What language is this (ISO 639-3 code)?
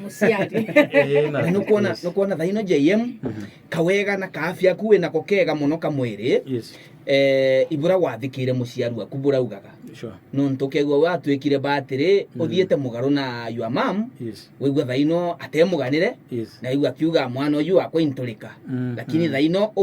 mer